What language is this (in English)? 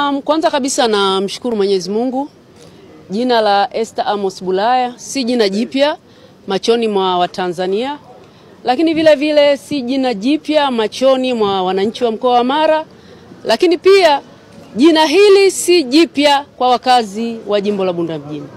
Swahili